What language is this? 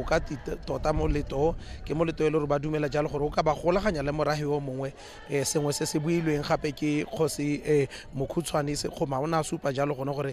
Tswana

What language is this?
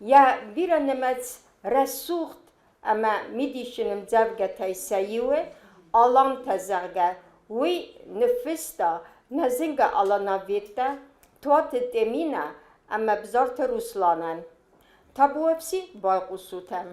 Ossetic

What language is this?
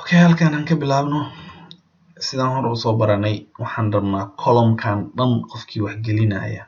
Somali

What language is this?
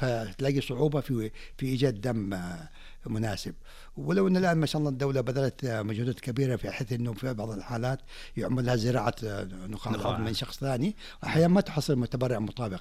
Najdi Arabic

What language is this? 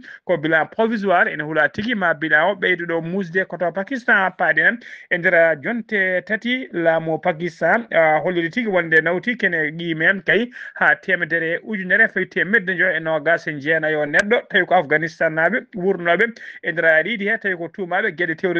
Fula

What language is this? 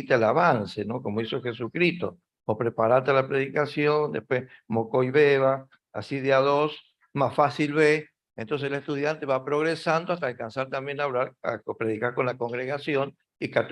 Guarani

